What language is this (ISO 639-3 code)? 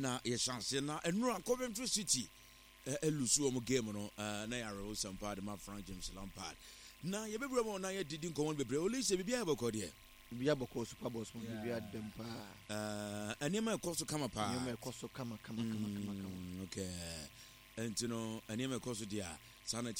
aka